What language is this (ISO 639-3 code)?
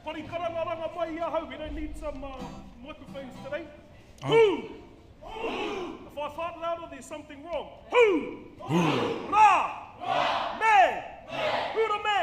mri